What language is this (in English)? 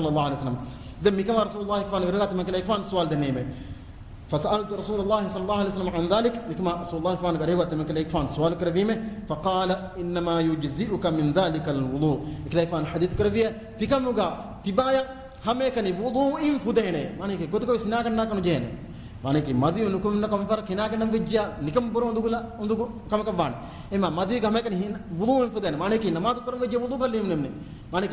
Divehi